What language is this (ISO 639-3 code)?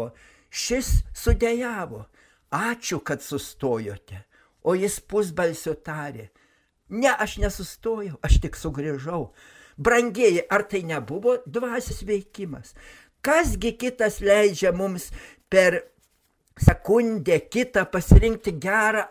lit